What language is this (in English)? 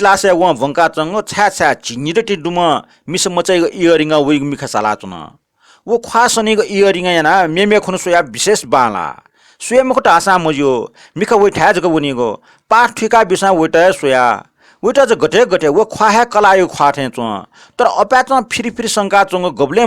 Newari